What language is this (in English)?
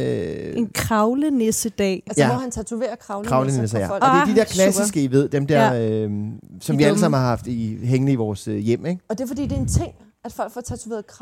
Danish